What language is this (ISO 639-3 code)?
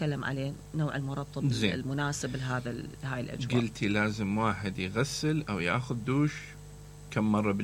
acm